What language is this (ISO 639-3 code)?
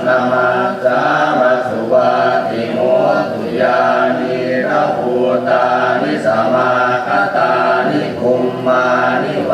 pli